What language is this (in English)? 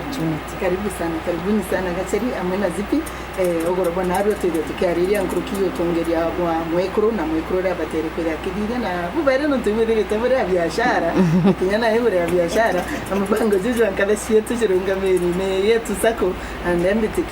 Meru